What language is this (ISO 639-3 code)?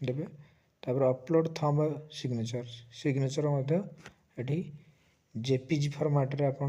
ori